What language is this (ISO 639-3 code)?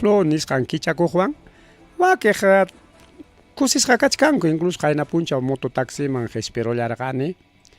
quy